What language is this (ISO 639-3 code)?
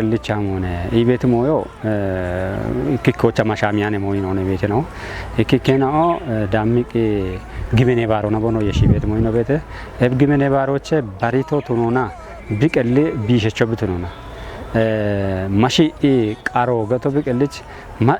kbr